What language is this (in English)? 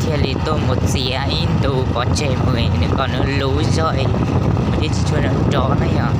Hmong